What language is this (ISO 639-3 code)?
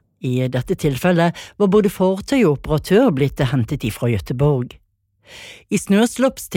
nor